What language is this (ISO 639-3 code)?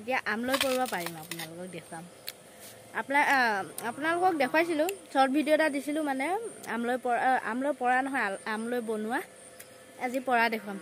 asm